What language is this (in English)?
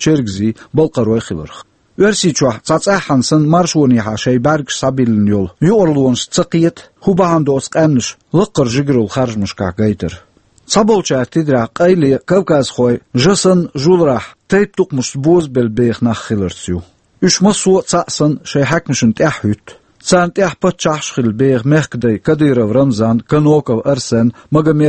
Chechen